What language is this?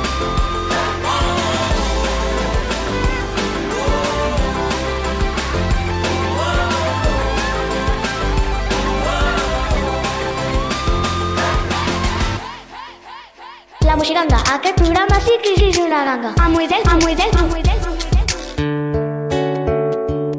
Catalan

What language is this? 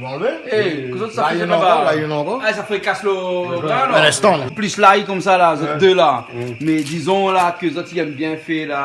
Réunion Creole French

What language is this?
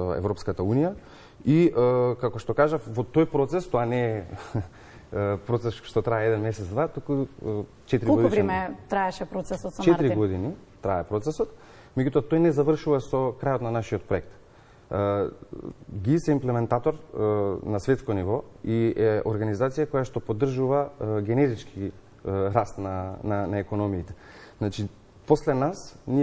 Macedonian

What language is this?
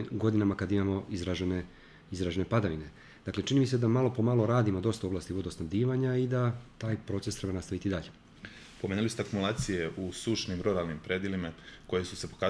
Serbian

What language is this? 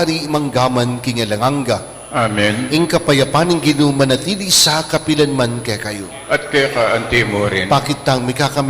Pampanga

